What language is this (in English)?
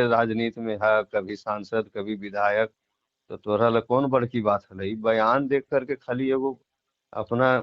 Magahi